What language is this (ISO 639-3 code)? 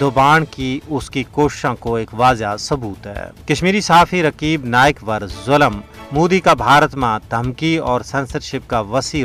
gju